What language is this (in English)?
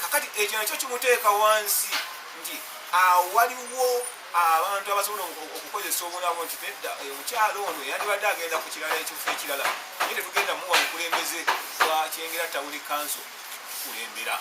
Ganda